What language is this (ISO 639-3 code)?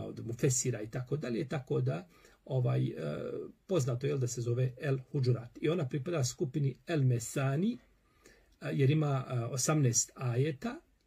bos